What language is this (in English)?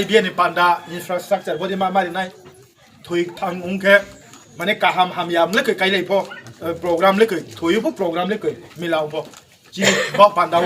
Riang (India)